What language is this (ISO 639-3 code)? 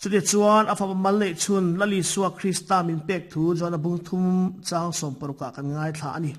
lus